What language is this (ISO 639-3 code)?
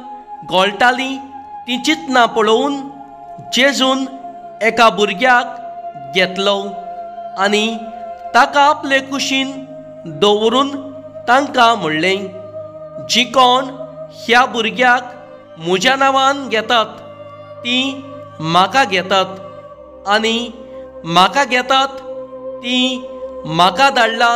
kok